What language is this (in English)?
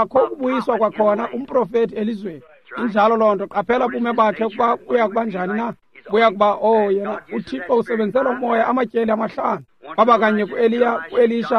Xhosa